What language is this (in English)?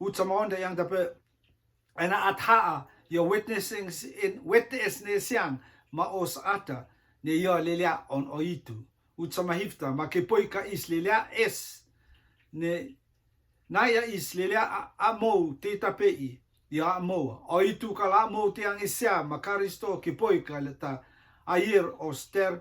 Rotuman